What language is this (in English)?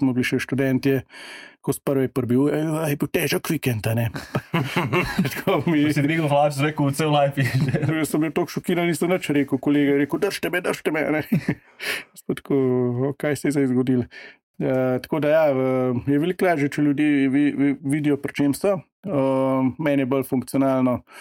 Slovenian